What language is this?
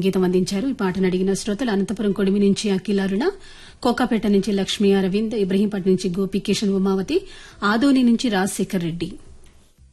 Telugu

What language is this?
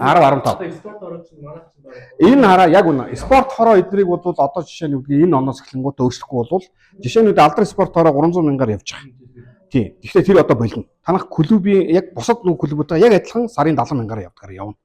Mongolian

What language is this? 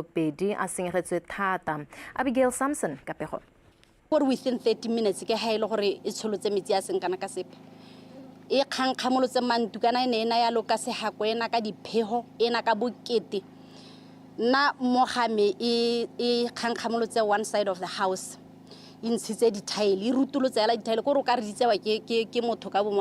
Tswana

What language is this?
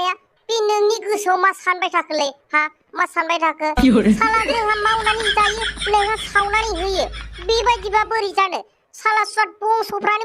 Bodo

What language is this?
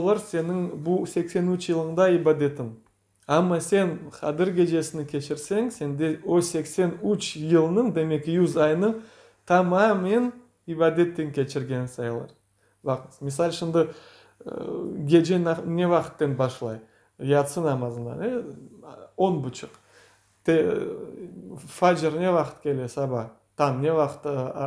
Crimean Tatar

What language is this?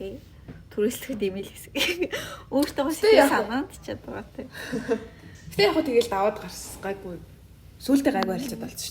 Mongolian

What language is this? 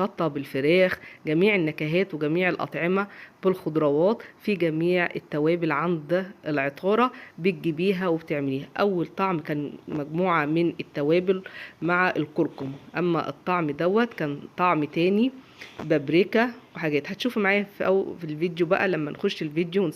Egyptian Arabic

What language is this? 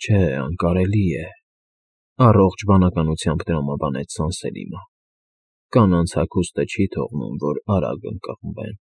Armenian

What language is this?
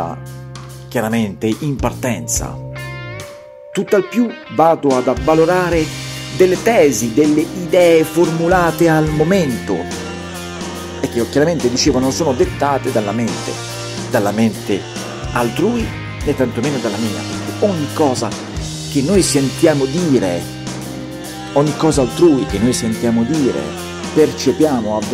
Italian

